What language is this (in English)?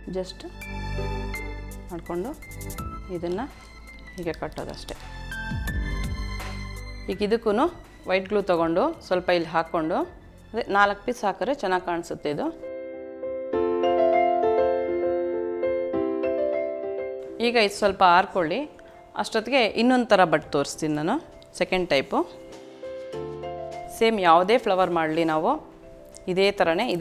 Kannada